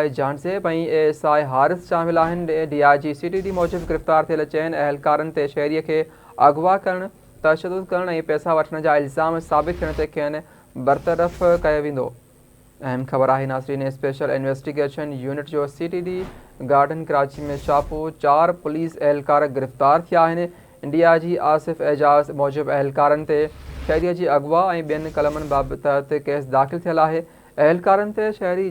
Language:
Sindhi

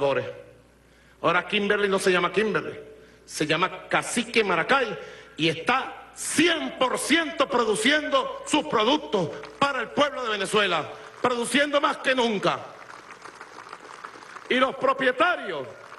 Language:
Spanish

